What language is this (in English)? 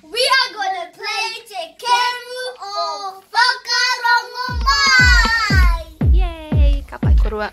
Māori